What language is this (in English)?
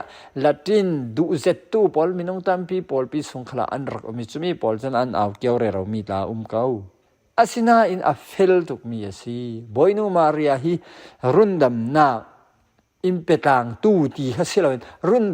Falam Chin